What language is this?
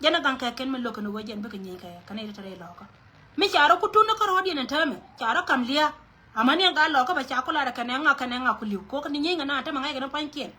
Nuer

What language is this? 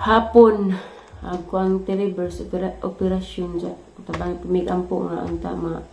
Cebuano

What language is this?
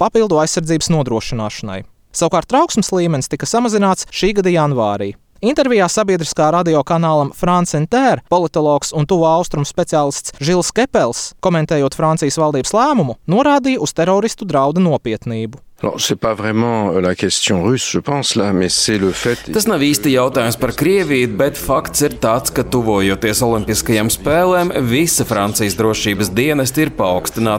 Latvian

